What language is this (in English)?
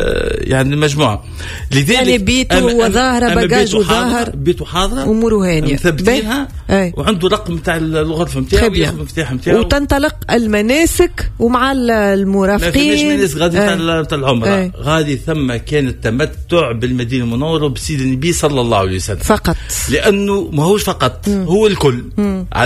Tunisian Arabic